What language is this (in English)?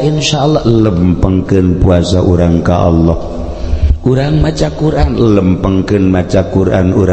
Sundanese